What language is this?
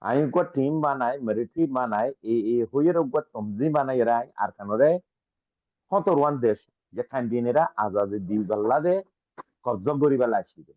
Rohingya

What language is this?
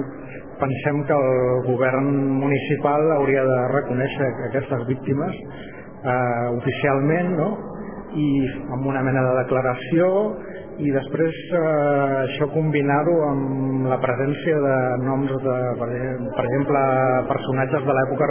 Catalan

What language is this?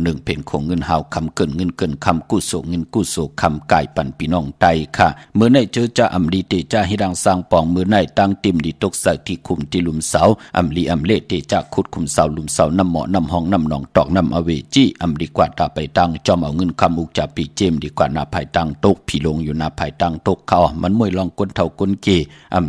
Shan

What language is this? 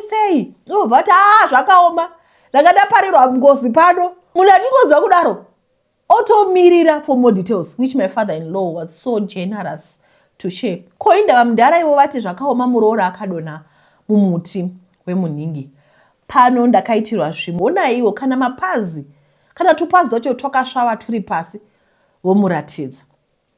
Shona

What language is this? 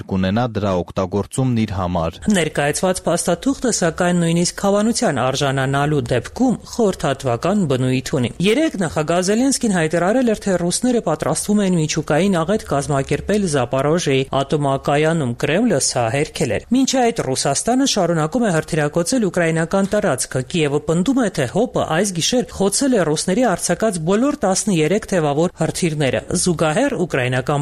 Armenian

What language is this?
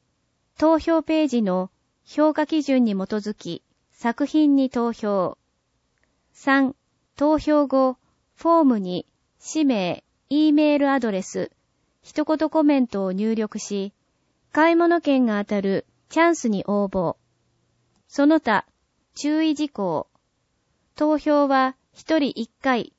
Japanese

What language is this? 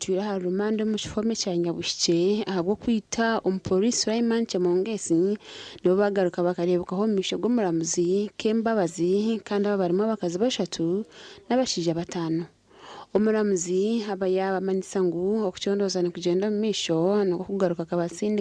Nyankole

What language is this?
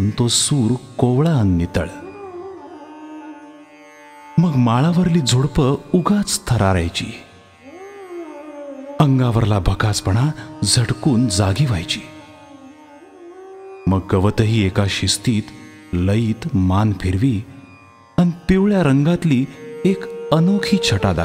Marathi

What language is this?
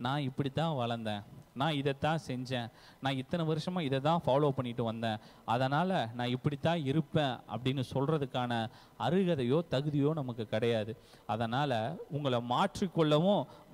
Tamil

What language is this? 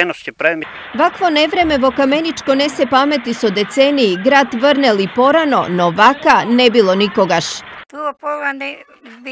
Macedonian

